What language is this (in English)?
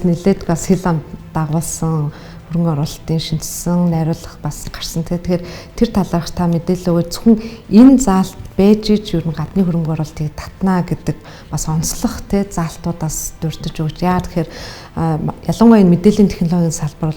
Mongolian